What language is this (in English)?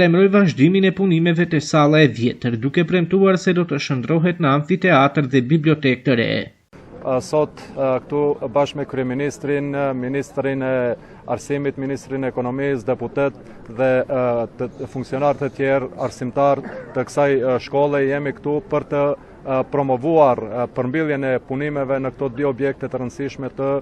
Albanian